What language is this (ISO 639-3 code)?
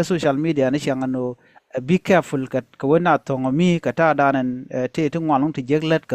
nus